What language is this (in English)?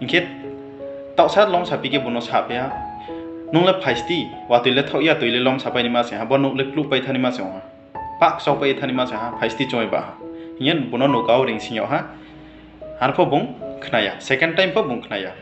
Riang (India)